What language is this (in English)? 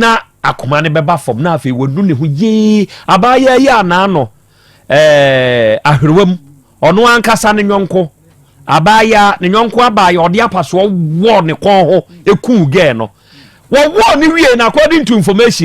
Akan